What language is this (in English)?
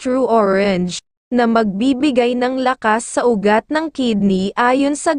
Filipino